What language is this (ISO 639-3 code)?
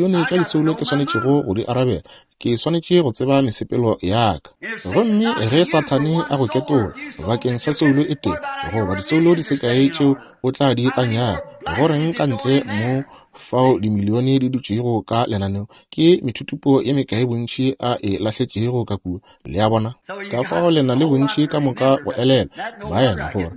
nso